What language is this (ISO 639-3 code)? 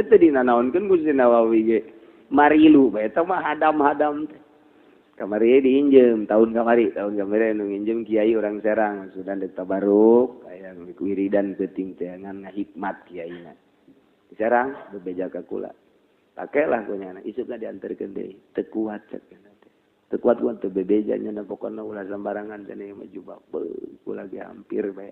sun